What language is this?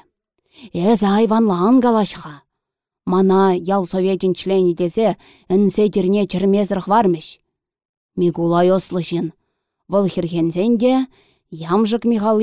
Chuvash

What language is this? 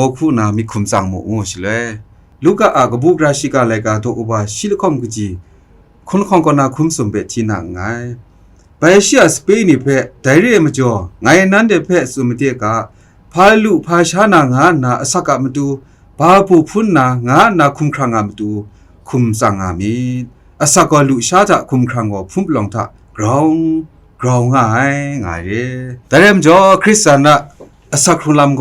Kachin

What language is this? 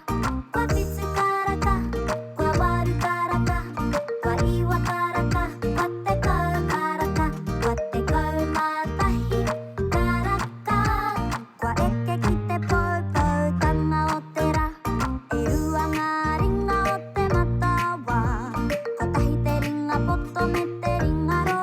Māori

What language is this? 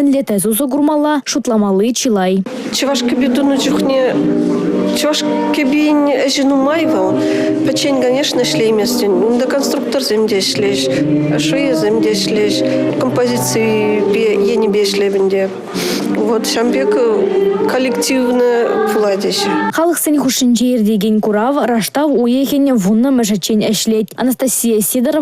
Chuvash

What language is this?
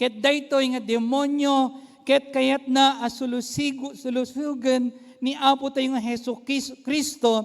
Iloko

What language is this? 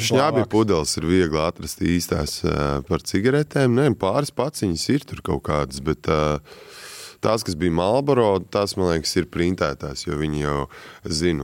Latvian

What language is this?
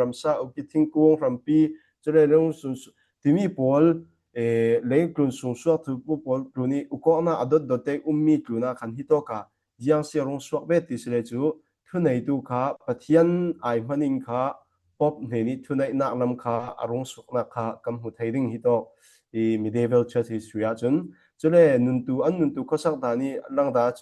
Falam Chin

